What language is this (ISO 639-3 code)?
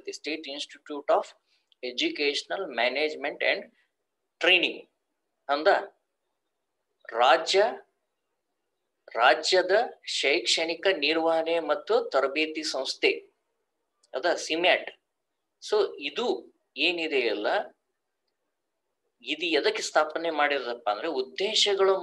kan